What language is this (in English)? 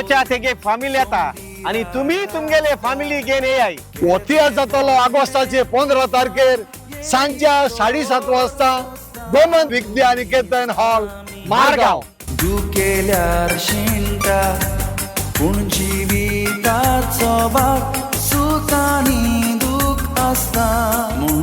Konkani